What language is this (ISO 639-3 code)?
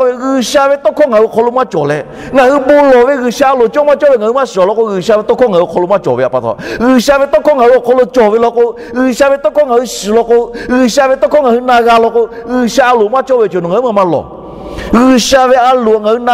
lhu